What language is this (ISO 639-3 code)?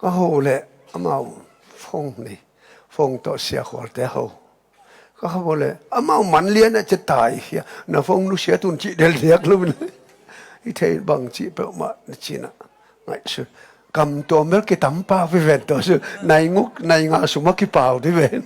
ctd